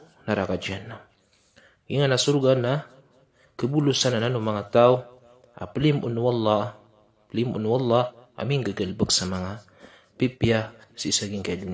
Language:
Maranao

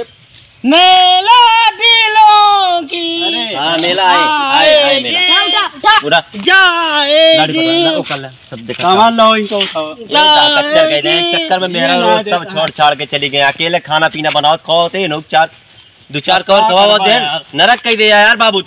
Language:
Awadhi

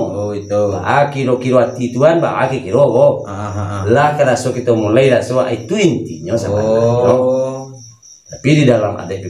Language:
Minangkabau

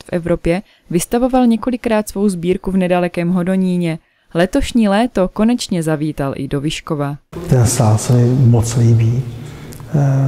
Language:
Czech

